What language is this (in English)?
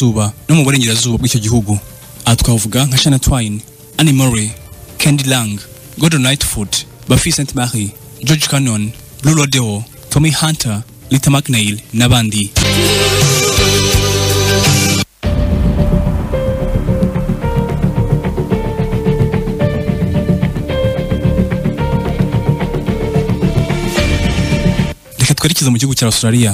Kinyarwanda